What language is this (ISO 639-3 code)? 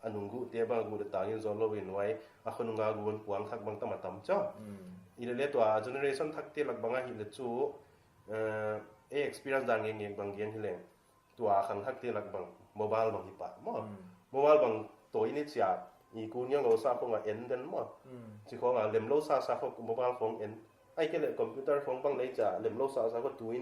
pck